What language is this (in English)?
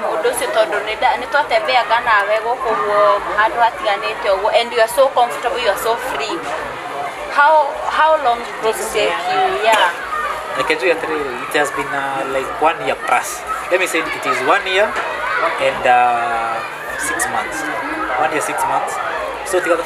Kikuyu